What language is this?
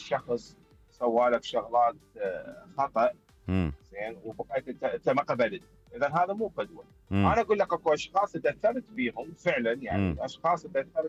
Mesopotamian Arabic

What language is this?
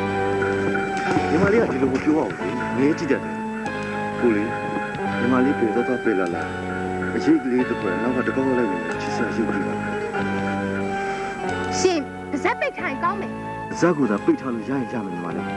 Burmese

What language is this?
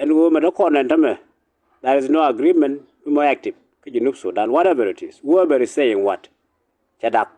Nuer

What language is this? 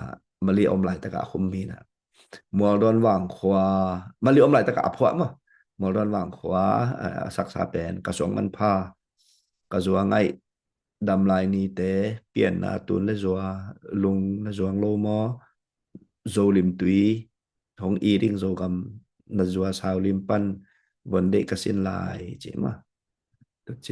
Tedim Chin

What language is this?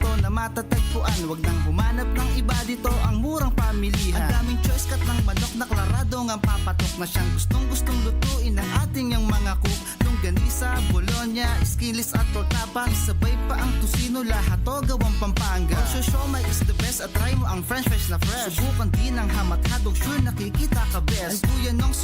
Bikol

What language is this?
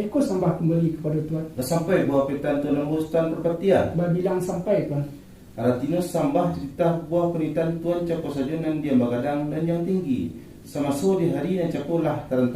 Minangkabau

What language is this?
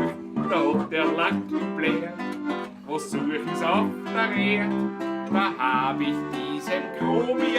Bavarian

